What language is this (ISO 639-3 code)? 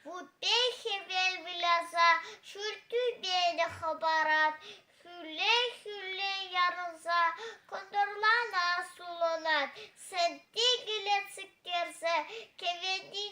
chv